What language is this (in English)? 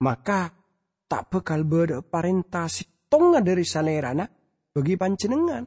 Madurese